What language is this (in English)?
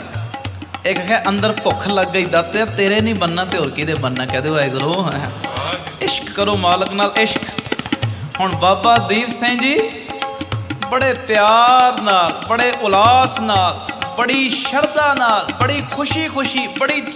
Punjabi